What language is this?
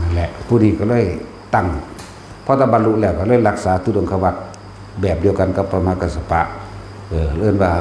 Northeastern Thai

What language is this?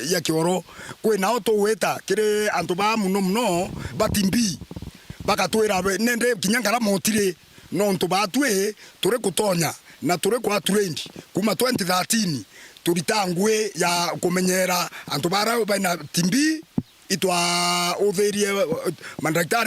Meru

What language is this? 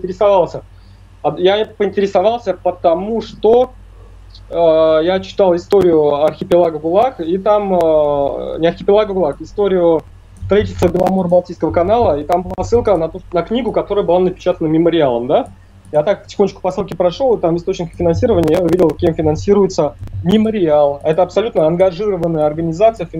Russian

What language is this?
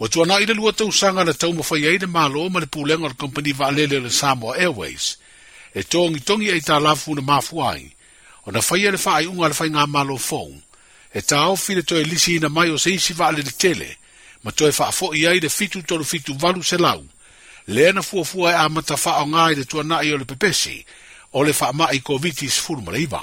Samoan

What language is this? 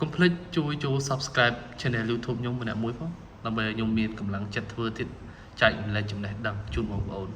Khmer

